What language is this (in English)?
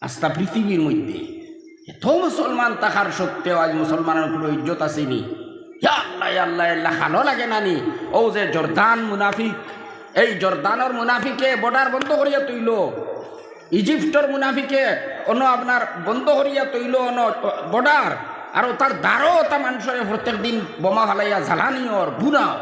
Sylheti